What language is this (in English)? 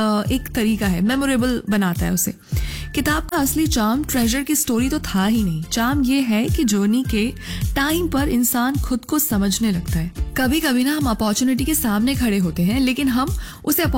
Hindi